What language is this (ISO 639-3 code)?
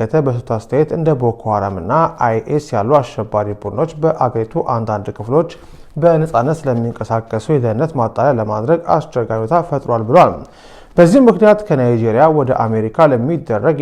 amh